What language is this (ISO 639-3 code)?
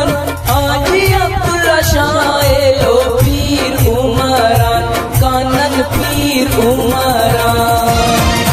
brh